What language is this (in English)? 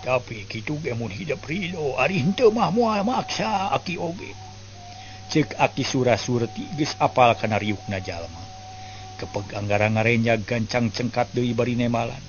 Sundanese